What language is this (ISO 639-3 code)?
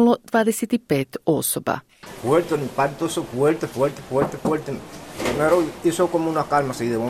hrv